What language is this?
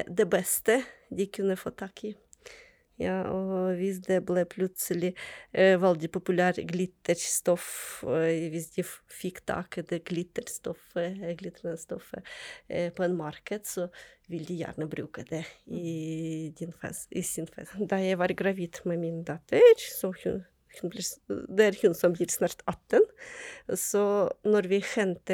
Norwegian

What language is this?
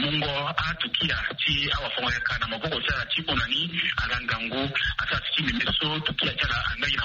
Sango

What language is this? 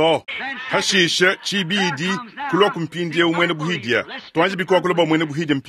Luba-Lulua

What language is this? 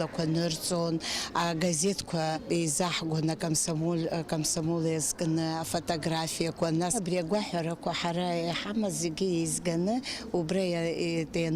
Abkhazian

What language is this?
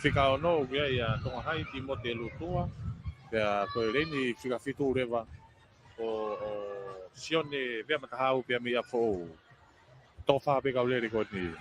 Tongan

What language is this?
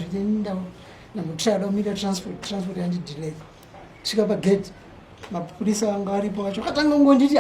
Shona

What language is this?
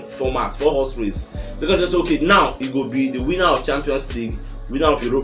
Nigerian Pidgin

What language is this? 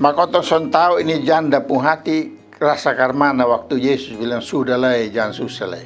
Kupang Malay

